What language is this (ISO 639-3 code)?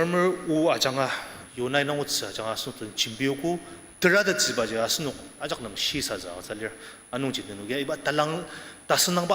njo